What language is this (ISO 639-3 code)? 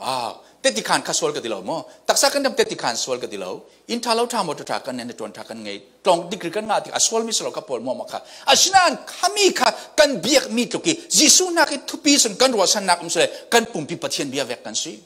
cfm